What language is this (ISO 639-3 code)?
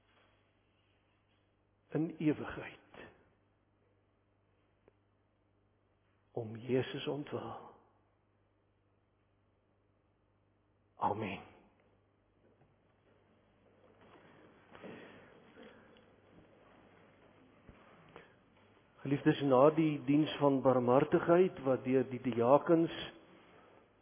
afr